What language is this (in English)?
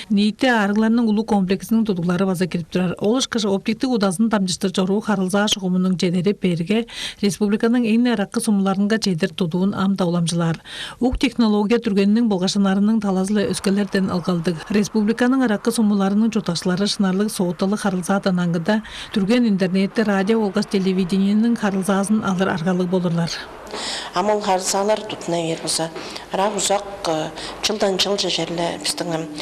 Tuvinian